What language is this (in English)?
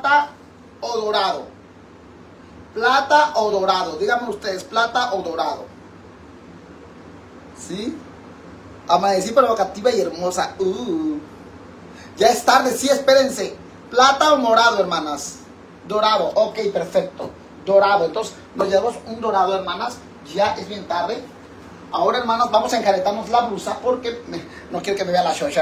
Spanish